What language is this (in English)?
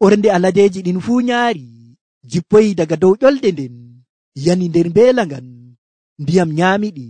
Nigerian Fulfulde